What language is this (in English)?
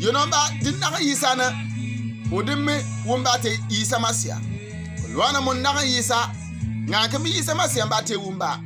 Bimoba